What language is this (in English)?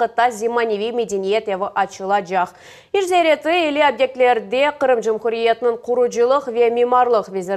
Crimean Tatar